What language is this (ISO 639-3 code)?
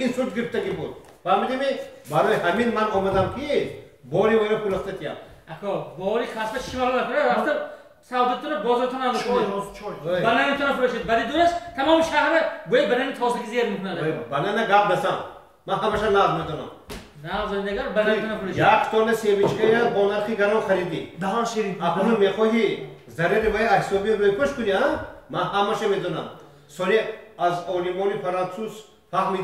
tgk